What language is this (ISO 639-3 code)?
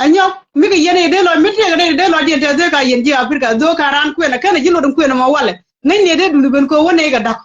nus